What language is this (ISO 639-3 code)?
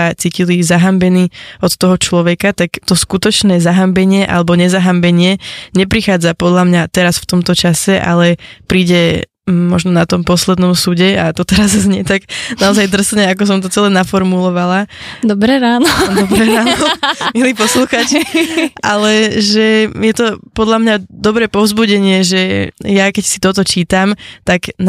slk